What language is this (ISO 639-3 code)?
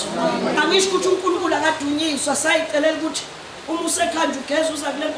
zul